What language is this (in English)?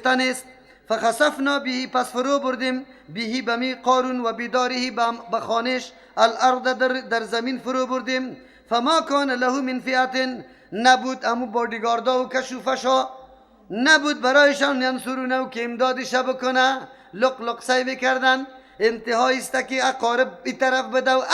Persian